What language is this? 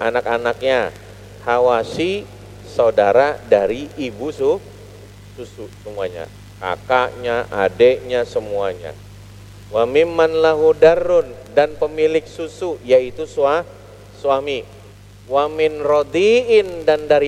Indonesian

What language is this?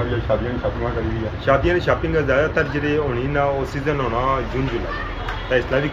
Pahari-Potwari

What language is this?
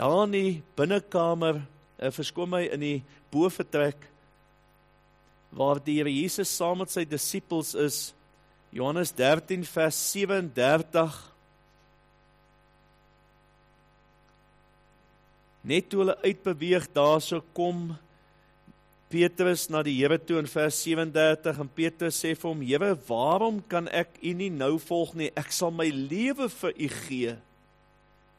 Afrikaans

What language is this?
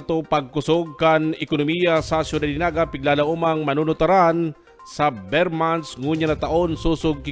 Bikol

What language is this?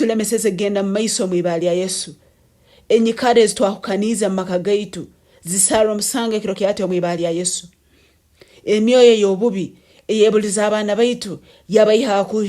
Nyoro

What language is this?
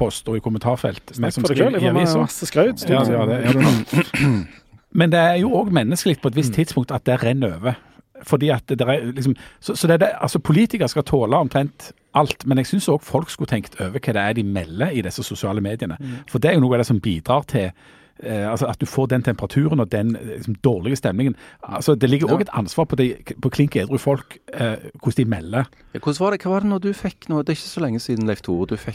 Norwegian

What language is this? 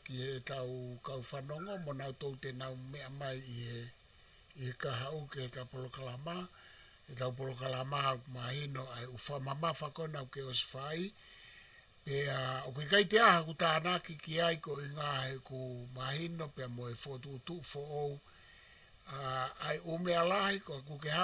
Tongan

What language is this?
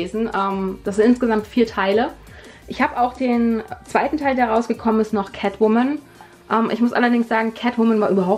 German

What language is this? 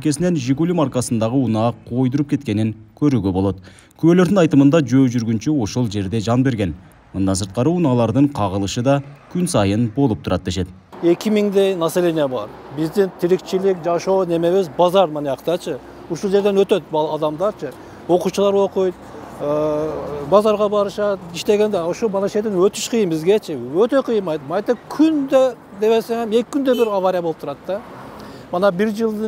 Kyrgyz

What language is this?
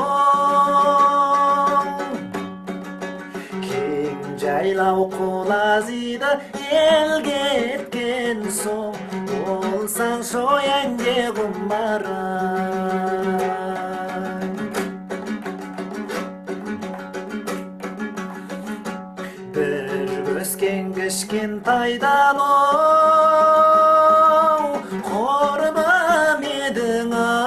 Kazakh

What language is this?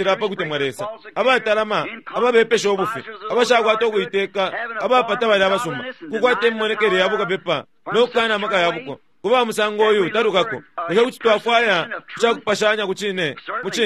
Bemba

